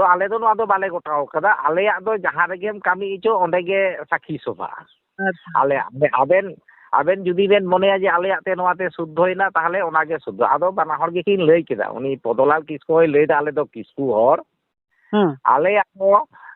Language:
Santali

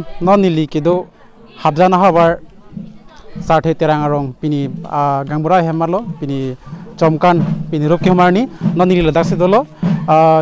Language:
Karbi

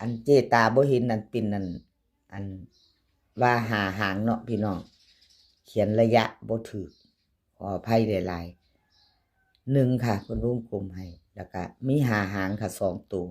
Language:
Northeastern Thai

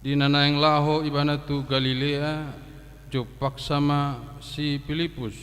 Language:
Batak Toba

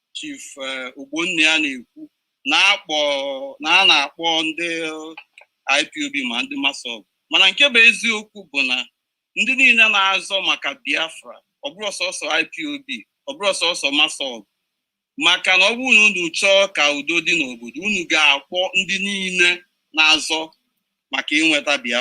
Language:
Igbo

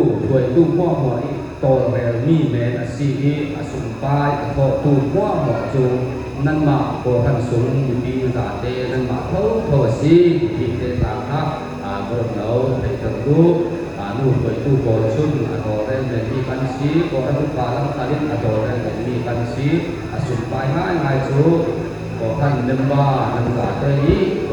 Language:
Hakha Chin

